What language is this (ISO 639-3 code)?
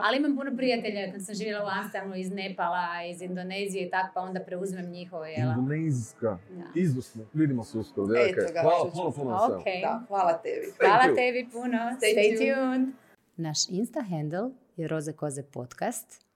hrv